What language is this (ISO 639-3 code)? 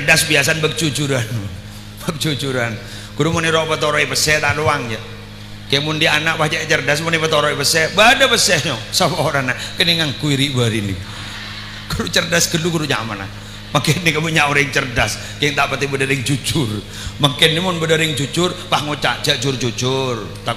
mad